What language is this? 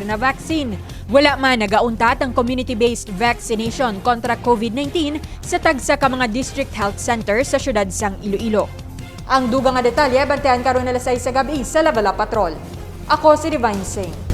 Hiligaynon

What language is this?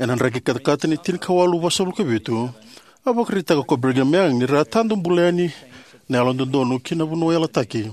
Fijian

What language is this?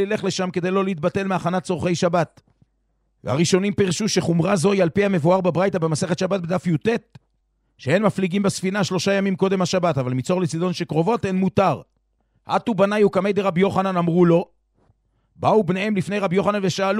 Hebrew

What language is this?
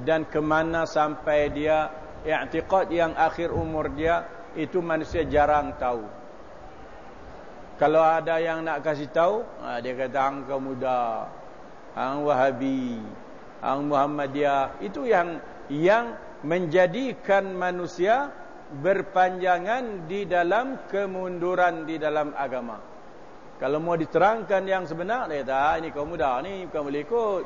Malay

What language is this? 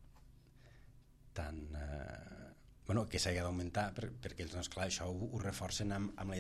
Catalan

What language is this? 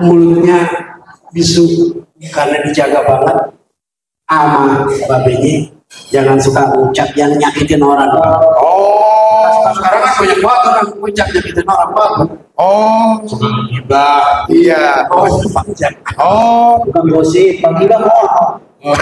Betawi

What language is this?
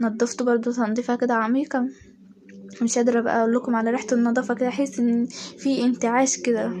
Egyptian Arabic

